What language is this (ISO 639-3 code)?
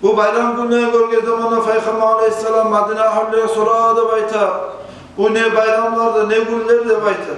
kum